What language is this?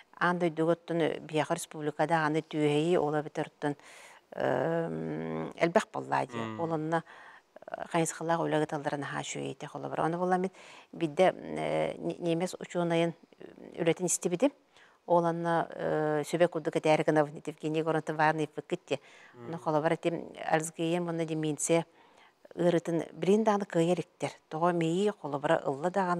Yakut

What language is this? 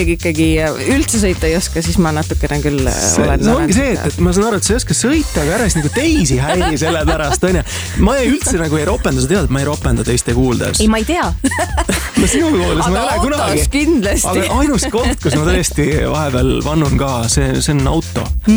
Estonian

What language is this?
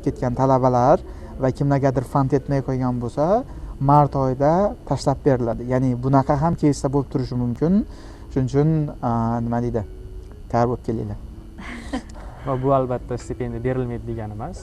Uzbek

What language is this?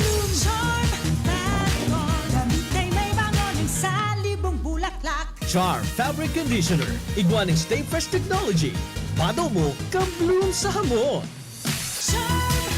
Bikol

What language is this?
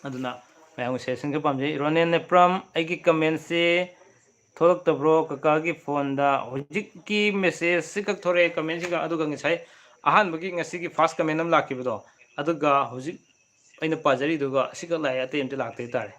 Manipuri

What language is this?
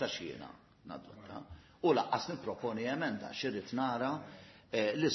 Maltese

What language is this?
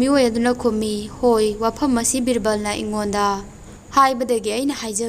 Manipuri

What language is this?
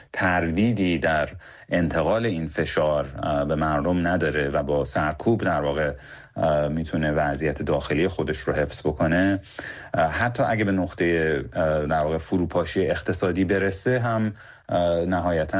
Persian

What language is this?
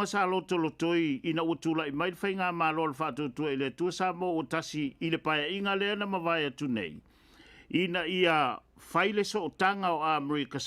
Samoan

